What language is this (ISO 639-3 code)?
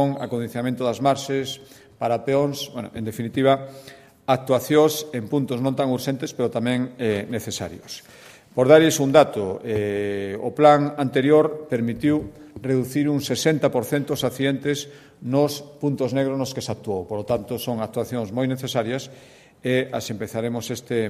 glg